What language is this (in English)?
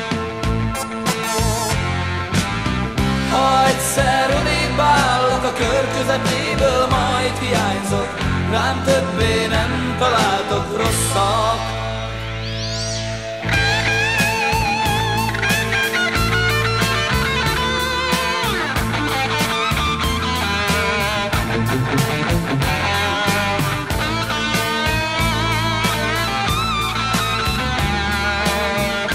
Hungarian